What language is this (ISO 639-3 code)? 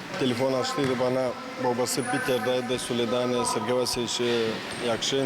gag